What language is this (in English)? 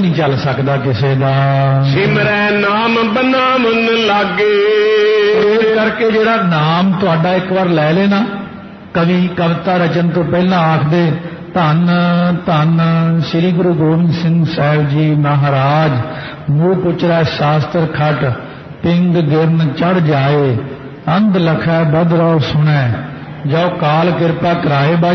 Punjabi